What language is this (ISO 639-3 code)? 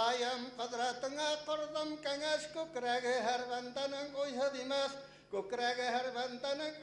bak